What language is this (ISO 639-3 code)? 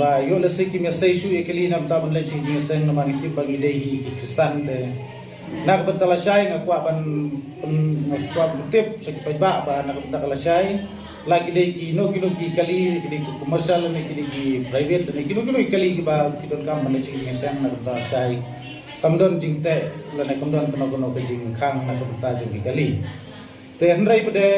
kha